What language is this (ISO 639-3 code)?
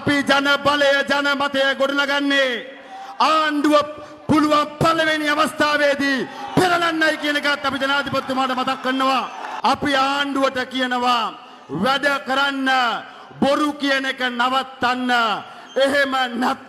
sin